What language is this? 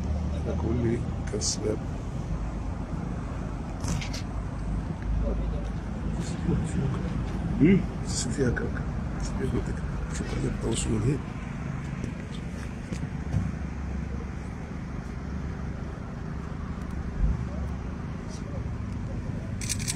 Moroccan Arabic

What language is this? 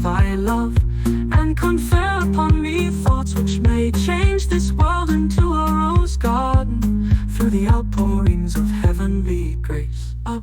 Luxembourgish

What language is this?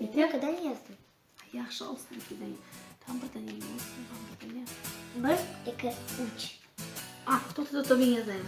Crimean Tatar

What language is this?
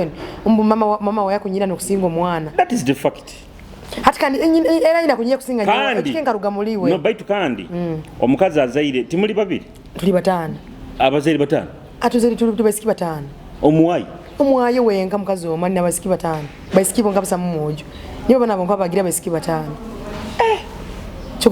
Nyoro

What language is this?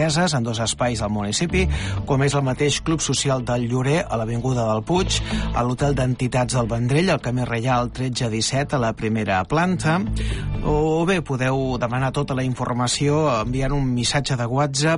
Catalan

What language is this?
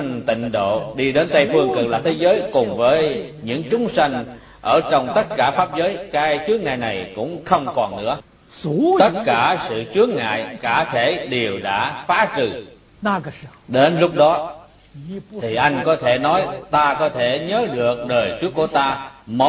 Vietnamese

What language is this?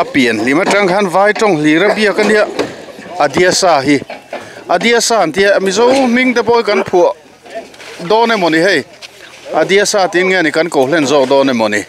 Mizo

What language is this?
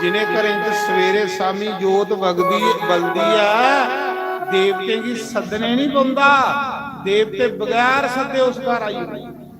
Dogri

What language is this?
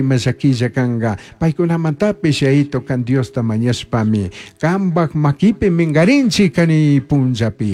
Chimborazo Highland Quichua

